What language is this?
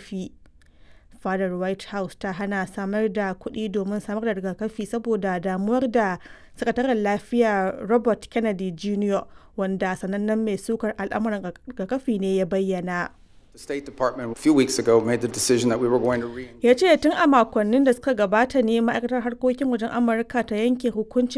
Hausa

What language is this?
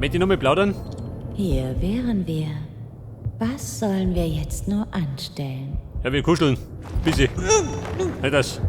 Bavarian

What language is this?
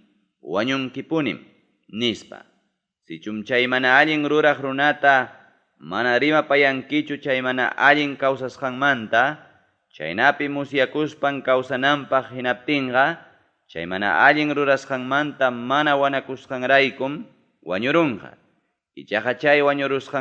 Ayacucho Quechua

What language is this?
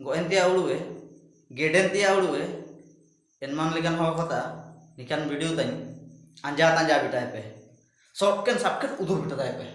Ho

